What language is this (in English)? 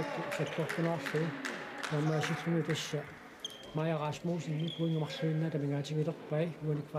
Kalaallisut